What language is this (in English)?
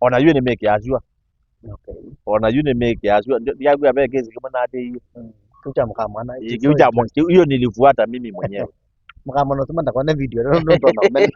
Kamba